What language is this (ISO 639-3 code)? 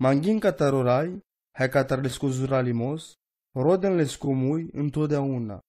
rom